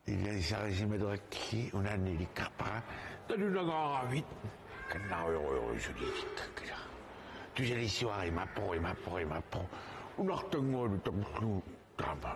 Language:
Kalaallisut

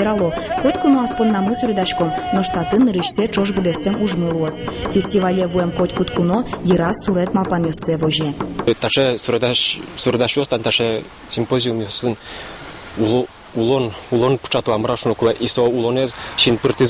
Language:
Udmurt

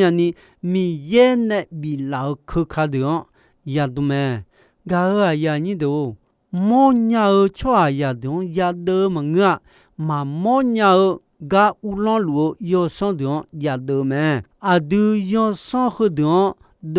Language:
Akha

